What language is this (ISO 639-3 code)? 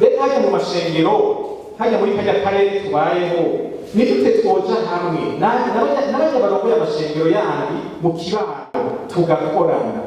run